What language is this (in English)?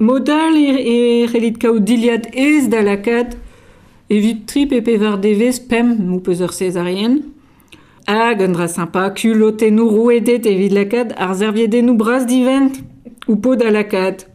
Breton